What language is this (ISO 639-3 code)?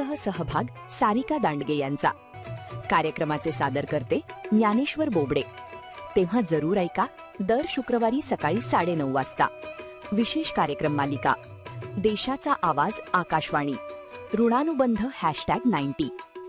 mar